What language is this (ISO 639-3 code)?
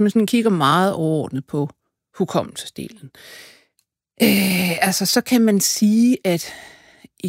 dan